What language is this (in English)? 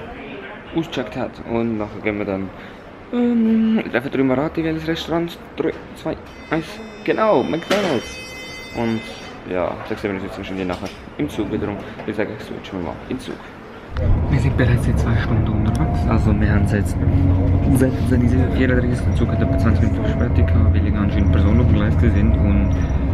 Swiss German